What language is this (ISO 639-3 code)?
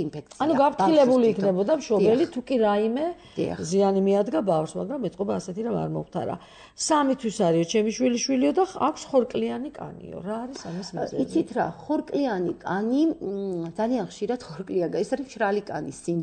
kat